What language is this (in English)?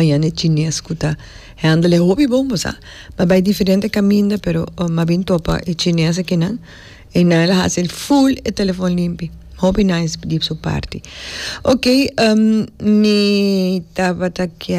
Papiamento